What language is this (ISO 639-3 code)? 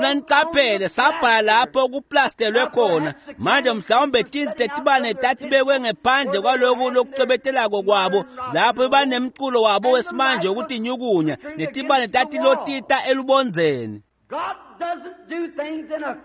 ssw